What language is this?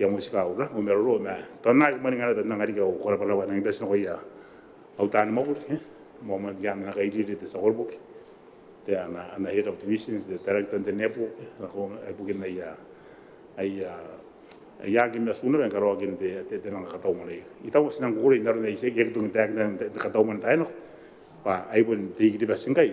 Gilbertese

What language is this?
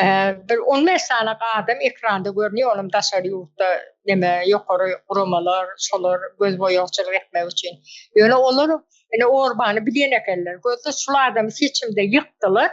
Turkmen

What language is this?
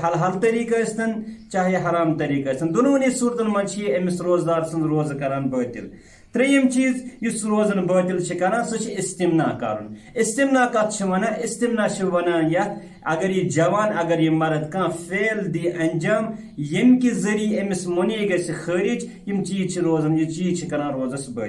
Kashmiri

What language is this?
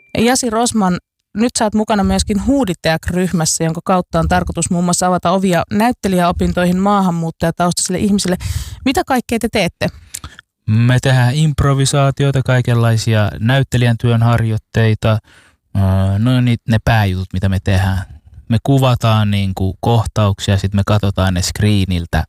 Finnish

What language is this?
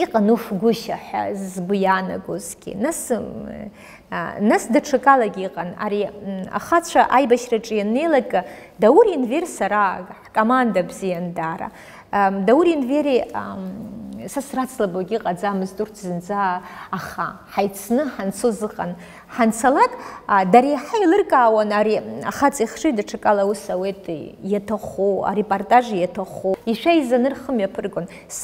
Abkhazian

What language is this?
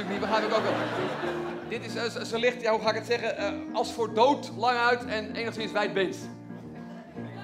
Dutch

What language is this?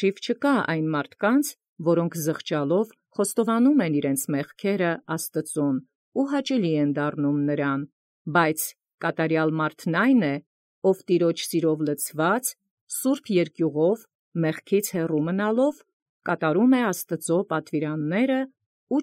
Armenian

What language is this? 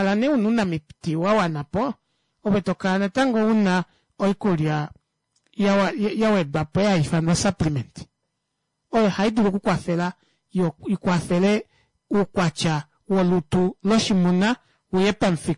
Kuanyama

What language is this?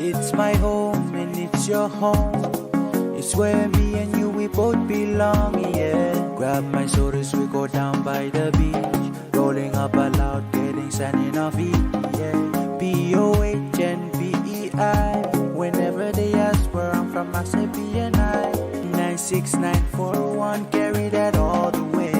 Pohnpeian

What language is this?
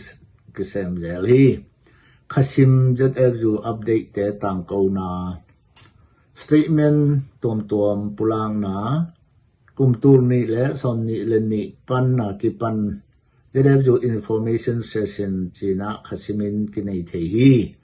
Tedim Chin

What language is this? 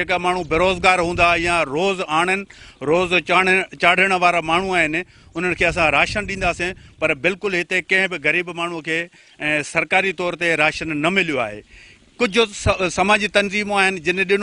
Sindhi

